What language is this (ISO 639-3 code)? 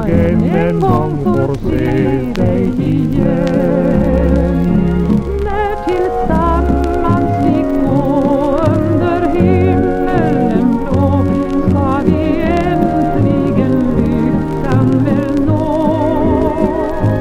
swe